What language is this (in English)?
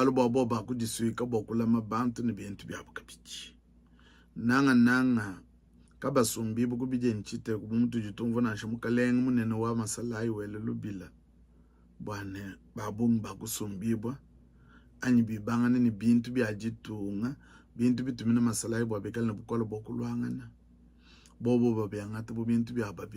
Luba-Lulua